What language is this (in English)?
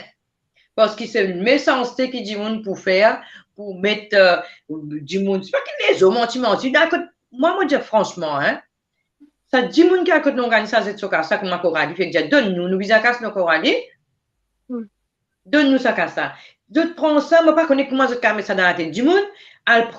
Morisyen